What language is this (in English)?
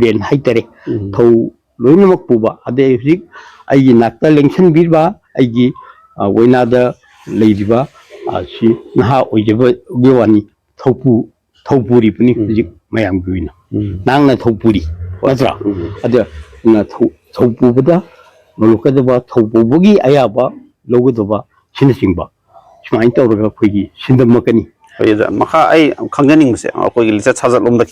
Manipuri